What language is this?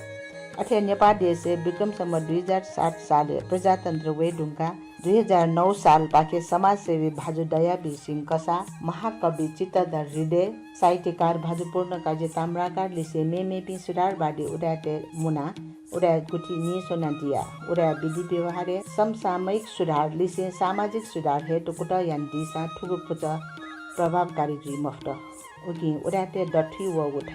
Newari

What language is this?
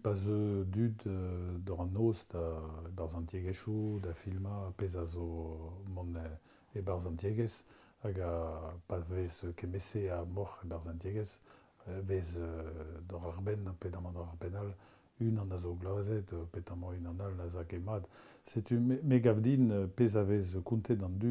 Breton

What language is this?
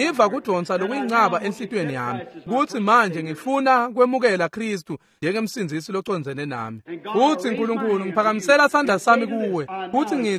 Swati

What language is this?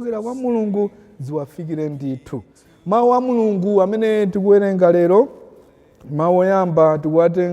Nyanja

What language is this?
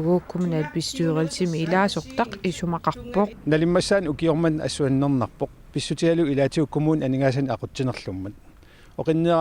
Kalaallisut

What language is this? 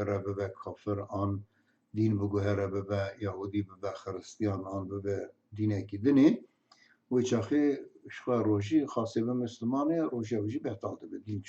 Kurdish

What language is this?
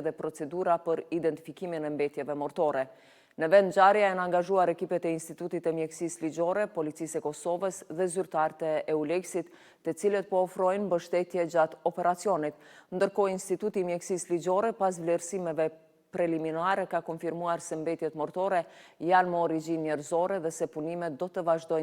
Albanian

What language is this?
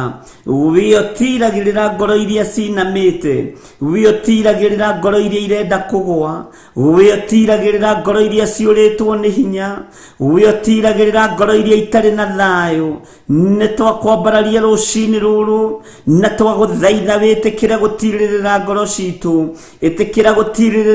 Kikuyu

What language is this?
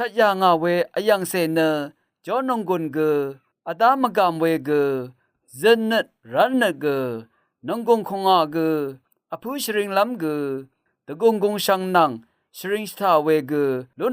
Rawang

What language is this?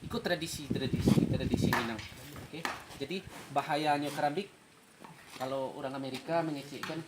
Minangkabau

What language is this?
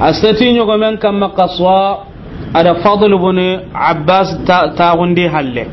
Soninke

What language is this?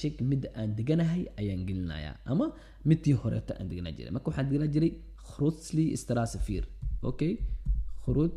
Somali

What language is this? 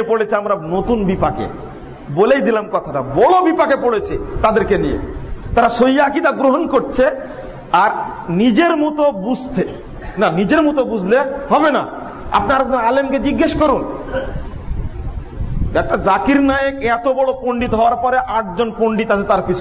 Bangla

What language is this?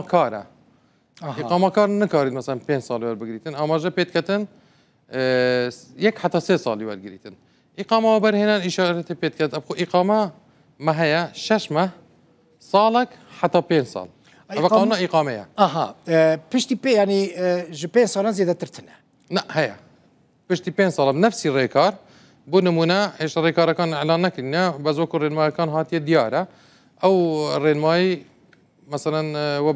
Kurdish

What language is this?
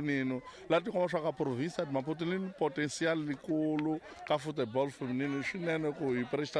Tsonga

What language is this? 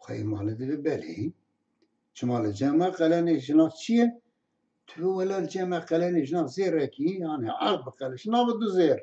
Kurdish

